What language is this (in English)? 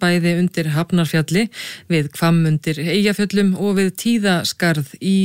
Icelandic